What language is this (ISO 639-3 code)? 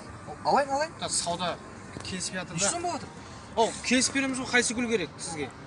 kaa